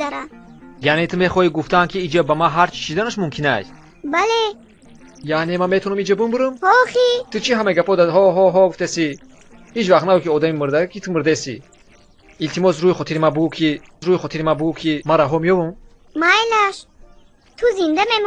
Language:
Tajik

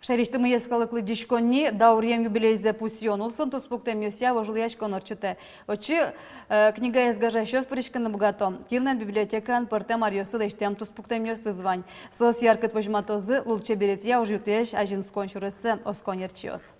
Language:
Udmurt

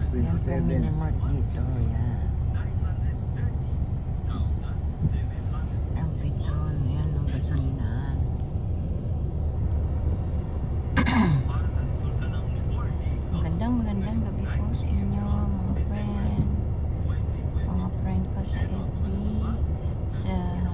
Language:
Filipino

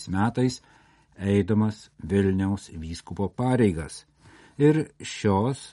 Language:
Lithuanian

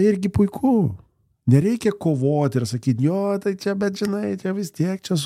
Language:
Lithuanian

